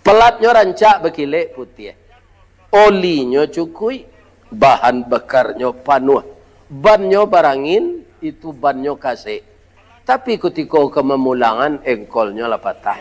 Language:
Minangkabau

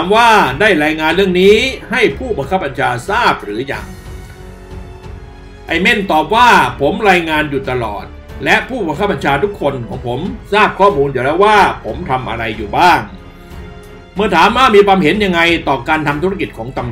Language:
Thai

